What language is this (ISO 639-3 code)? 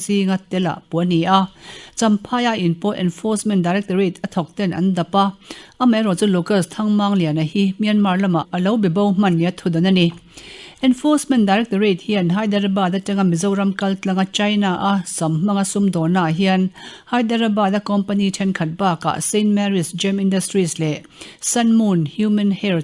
lus